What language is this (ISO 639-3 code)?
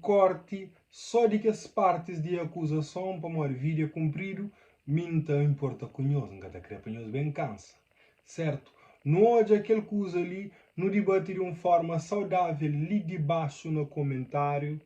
kea